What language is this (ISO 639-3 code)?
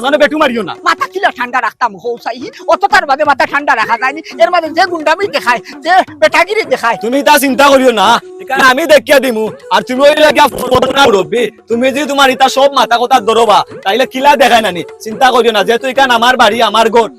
syl